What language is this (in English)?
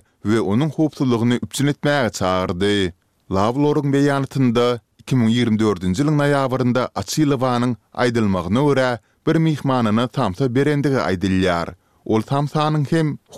Kyrgyz